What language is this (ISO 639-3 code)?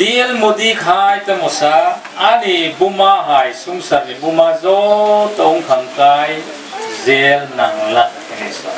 trp